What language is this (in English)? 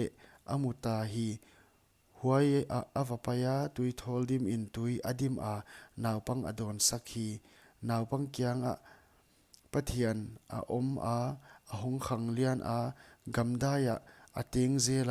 Paite Chin